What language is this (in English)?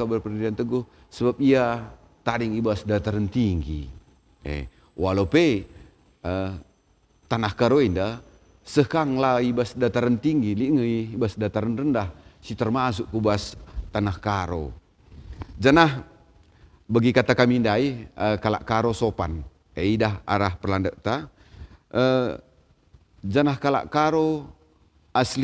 Batak Karo